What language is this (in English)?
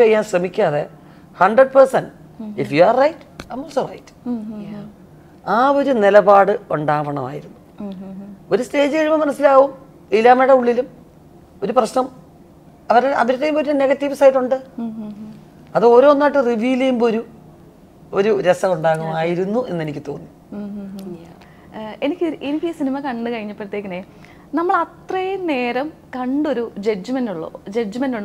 Malayalam